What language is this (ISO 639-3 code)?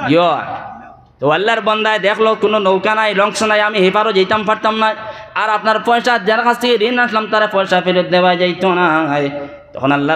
syl